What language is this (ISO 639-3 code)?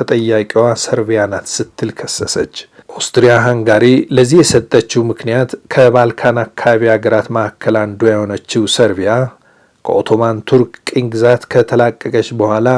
amh